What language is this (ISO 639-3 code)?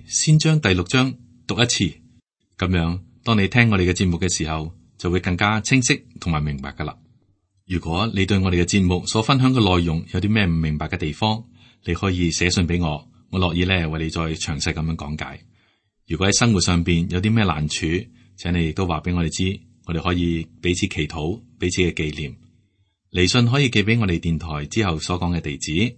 yue